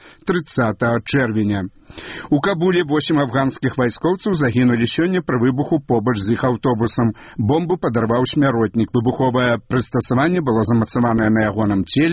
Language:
Belarusian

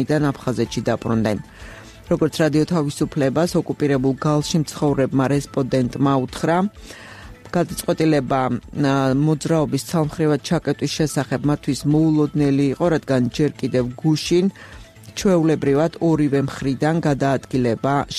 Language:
Georgian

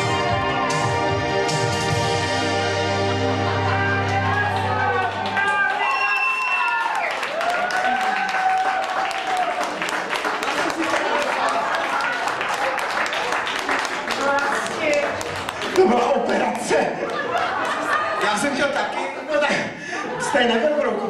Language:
Czech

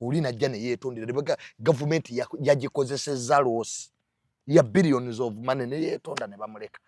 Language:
Ganda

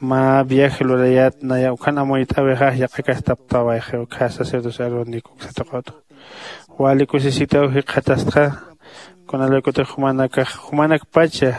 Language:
Aymara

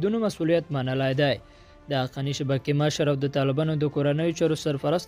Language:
Pashto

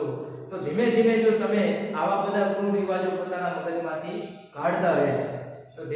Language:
Gujarati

